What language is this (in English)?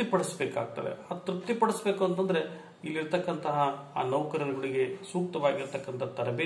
Kannada